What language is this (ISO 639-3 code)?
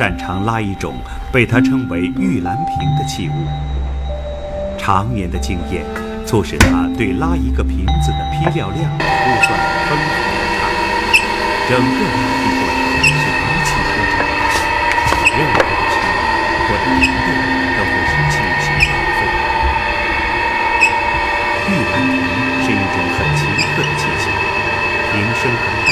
zho